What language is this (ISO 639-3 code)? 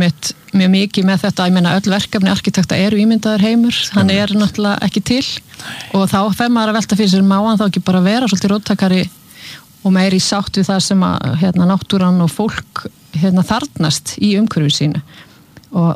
isl